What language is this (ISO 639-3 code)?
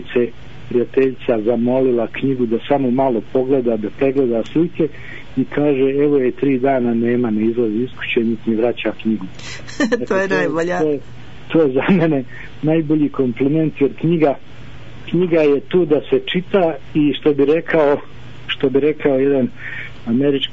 bos